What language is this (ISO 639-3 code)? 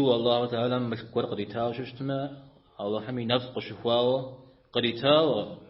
kbd